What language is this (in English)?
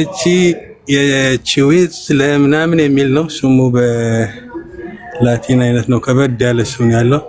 Amharic